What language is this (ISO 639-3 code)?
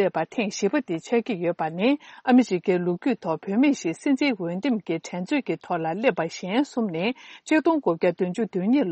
bod